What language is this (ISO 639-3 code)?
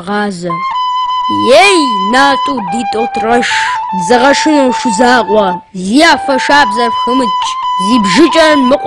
kbd